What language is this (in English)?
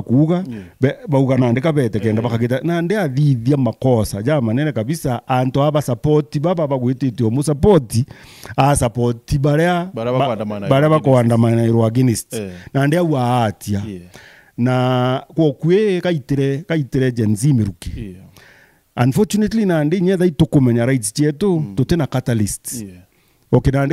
Meru